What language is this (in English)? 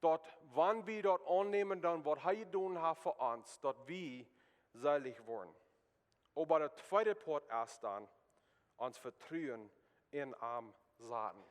Plautdietsch